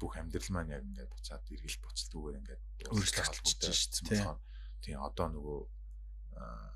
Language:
Mongolian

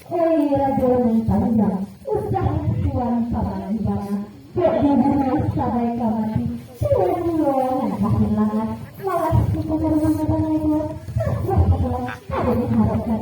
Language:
Minangkabau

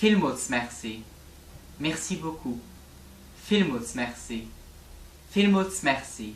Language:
Luxembourgish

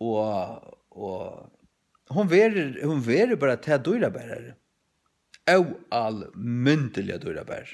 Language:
Faroese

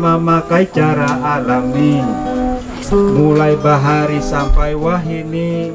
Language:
Banjar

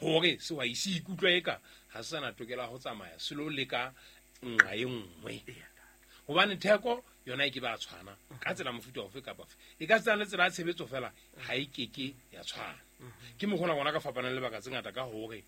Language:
Southern Sotho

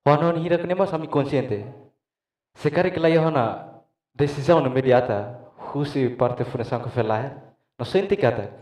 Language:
Tetum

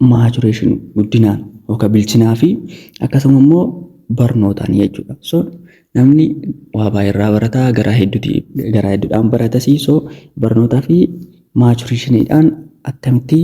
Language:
Oromo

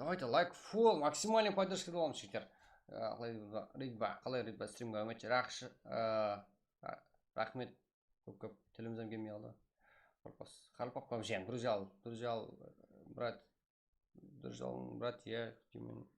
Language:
Kara-Kalpak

